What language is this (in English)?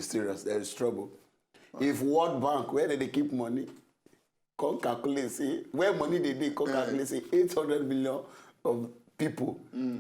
Nigerian Pidgin